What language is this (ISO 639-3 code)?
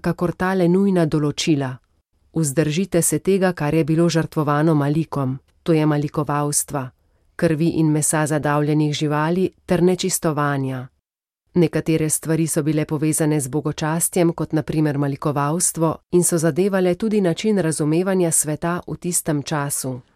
slv